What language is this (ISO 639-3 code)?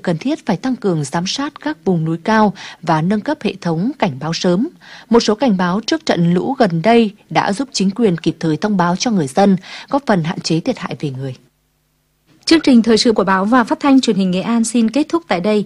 vie